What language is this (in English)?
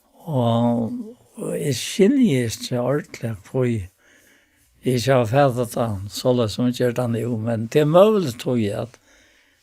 Faroese